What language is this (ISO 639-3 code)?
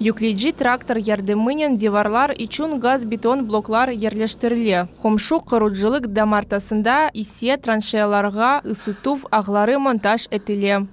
crh